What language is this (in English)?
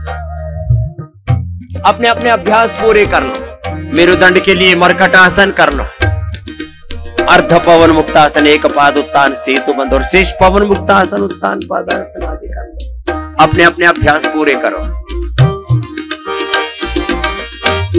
Hindi